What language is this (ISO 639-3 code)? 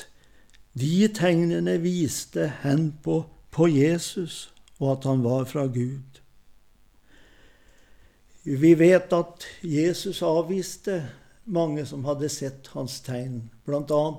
nor